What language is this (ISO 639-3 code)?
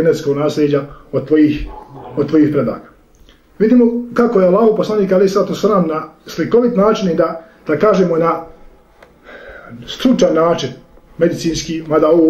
bos